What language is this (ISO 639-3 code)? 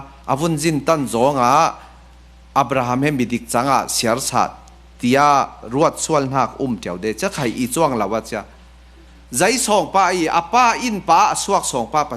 cfm